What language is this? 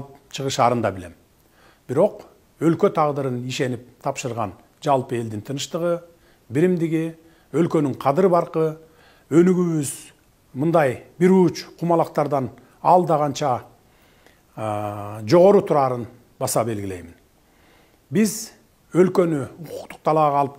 Kyrgyz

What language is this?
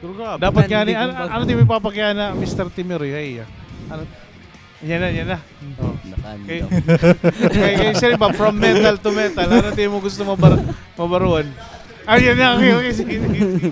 Waray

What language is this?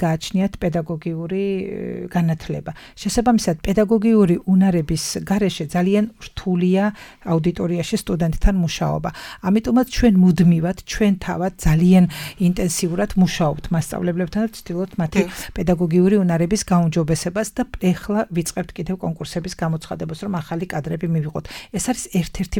Georgian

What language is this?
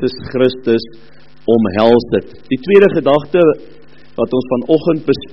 Afrikaans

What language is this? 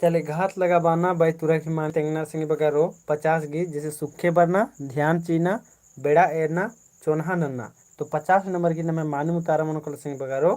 Kurukh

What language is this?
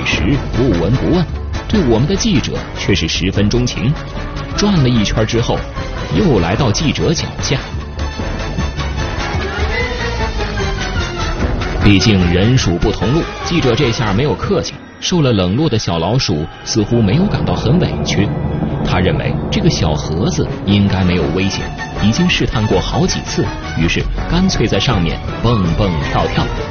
Chinese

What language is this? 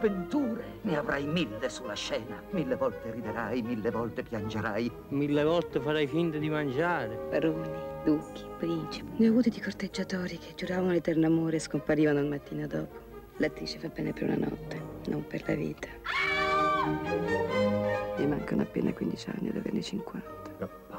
Italian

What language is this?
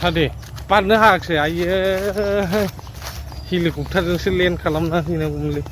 Bodo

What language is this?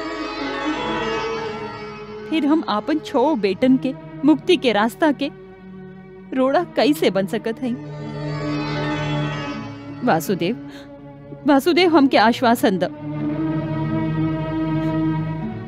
Bhojpuri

